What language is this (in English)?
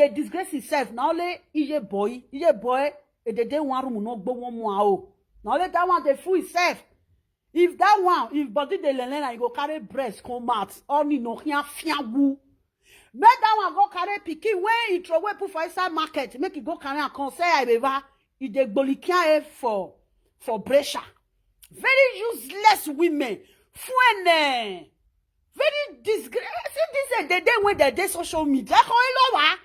Nigerian Pidgin